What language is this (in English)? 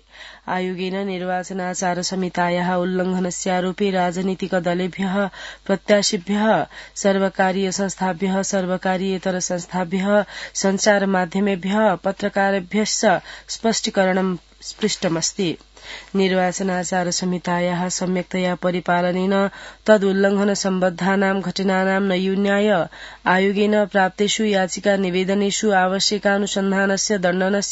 Sanskrit